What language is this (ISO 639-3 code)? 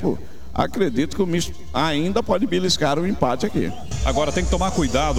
por